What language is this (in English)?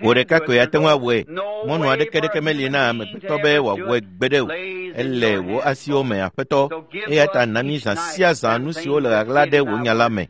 Ewe